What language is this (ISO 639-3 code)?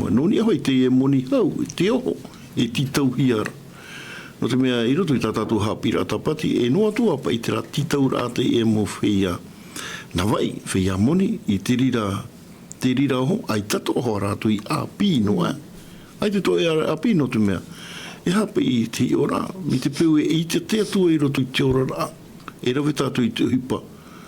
tah